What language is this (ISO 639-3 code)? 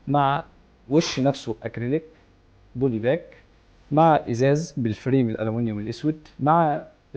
arz